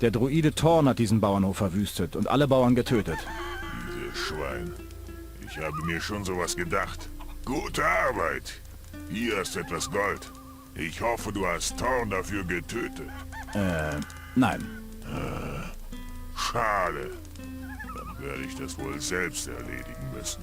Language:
Bavarian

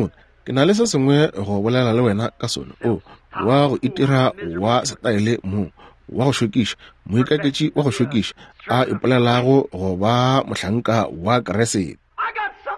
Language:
Northern Sotho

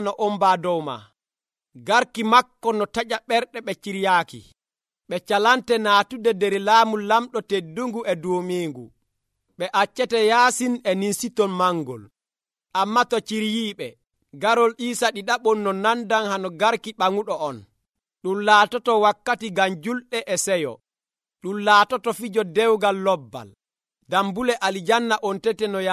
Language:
Nigerian Fulfulde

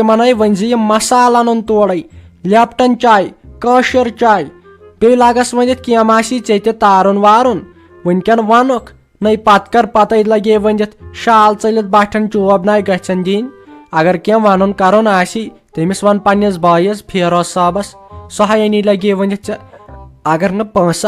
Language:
Kashmiri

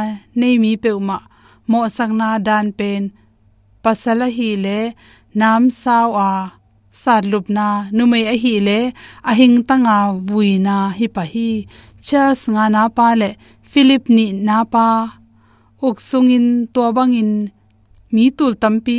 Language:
Tedim Chin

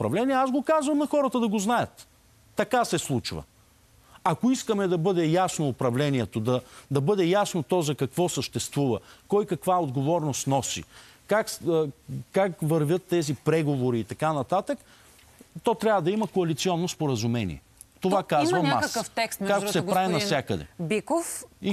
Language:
Bulgarian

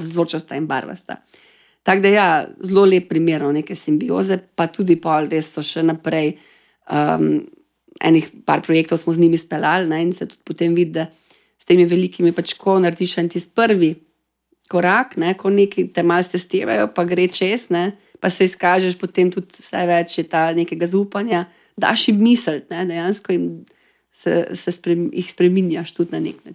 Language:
Slovenian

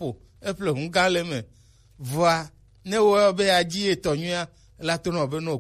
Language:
Gen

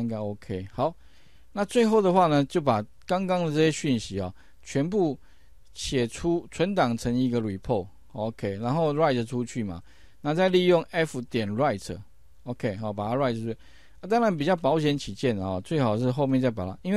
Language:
Chinese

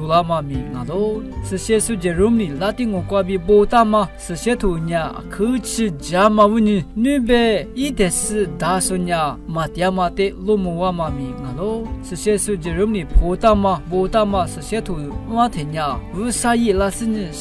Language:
Lisu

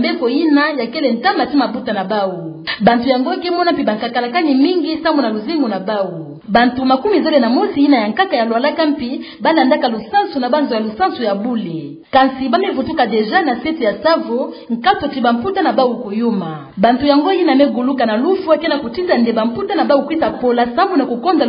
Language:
Kituba (Democratic Republic of Congo)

